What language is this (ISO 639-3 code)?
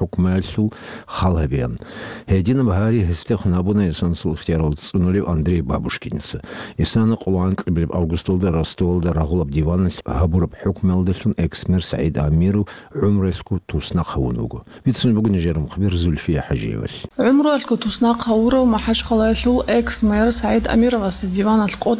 ava